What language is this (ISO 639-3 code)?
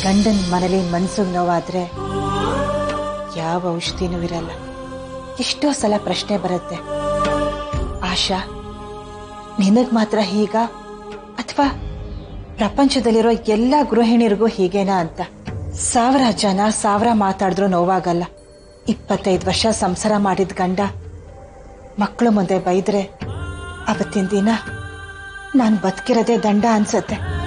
kan